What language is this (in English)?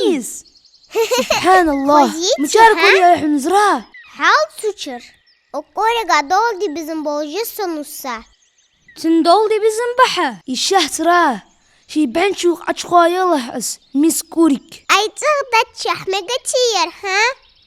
Ingush